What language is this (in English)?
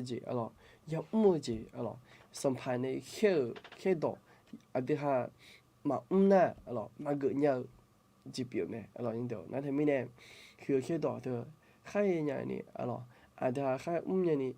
Akha